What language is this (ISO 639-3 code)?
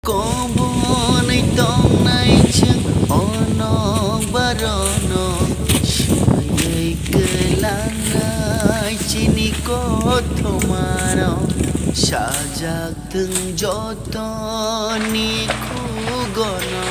trp